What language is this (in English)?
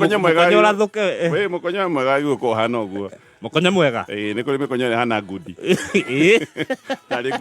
Kikuyu